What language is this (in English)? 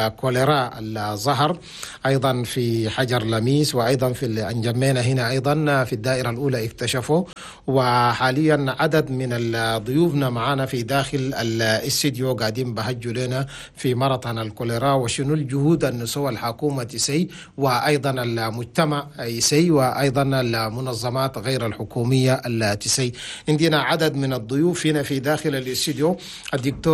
Chadian Arabic